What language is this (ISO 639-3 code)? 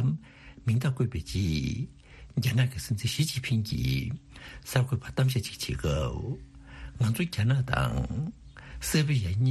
bod